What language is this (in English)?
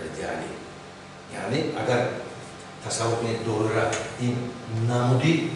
Tajik